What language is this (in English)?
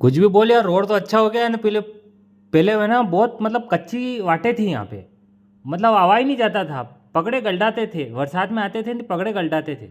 Rajasthani